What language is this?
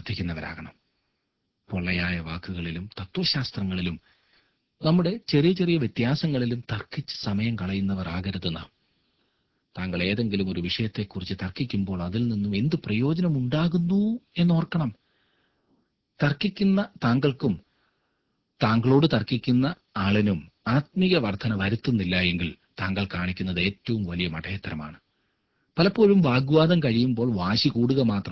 Malayalam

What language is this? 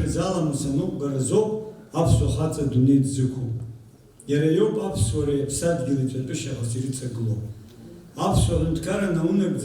Abkhazian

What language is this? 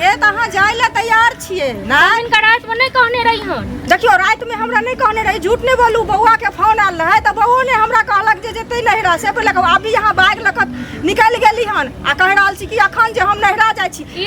Maithili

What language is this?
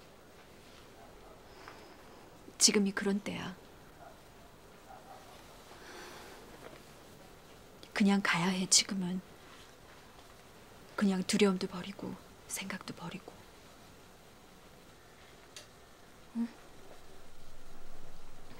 Korean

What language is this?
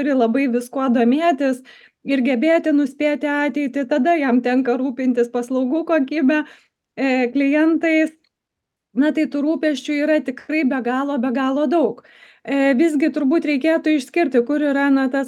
Lithuanian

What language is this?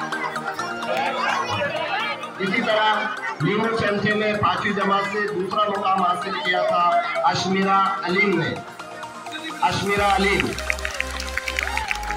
Hindi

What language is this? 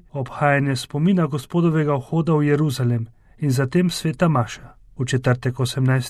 Slovenian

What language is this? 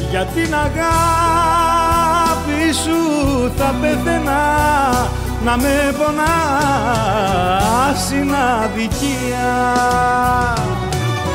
Greek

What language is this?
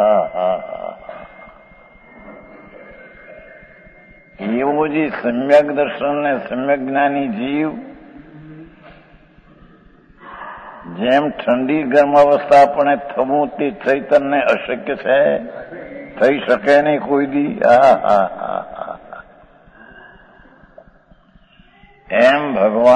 Gujarati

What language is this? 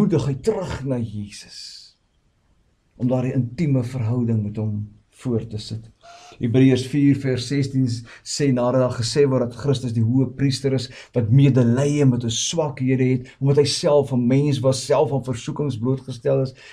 Afrikaans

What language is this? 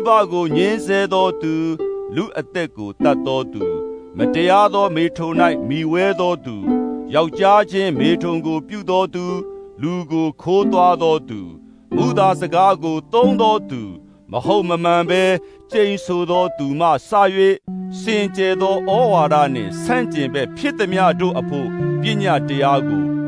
Burmese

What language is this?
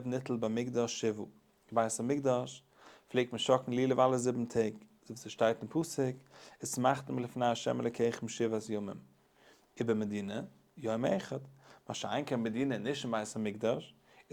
Yiddish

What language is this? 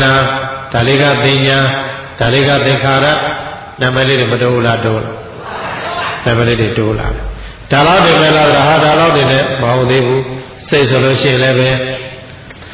Burmese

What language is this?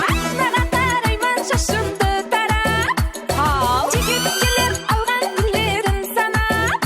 Kara-Kalpak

